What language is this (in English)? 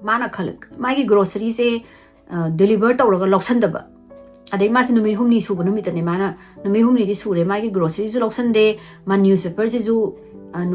Manipuri